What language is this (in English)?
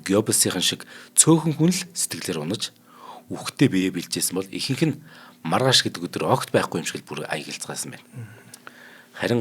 Mongolian